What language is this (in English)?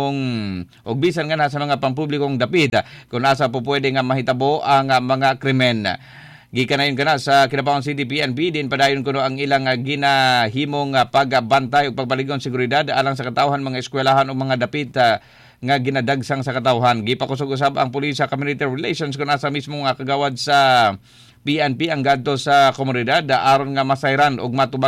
Cebuano